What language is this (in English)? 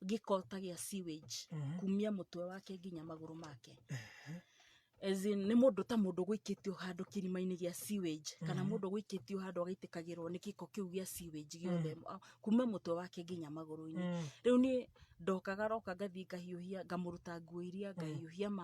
Kikuyu